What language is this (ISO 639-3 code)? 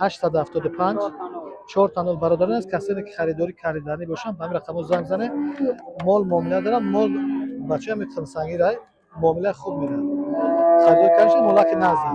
tgk